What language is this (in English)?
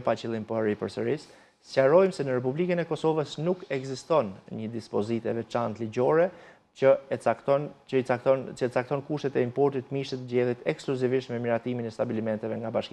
Albanian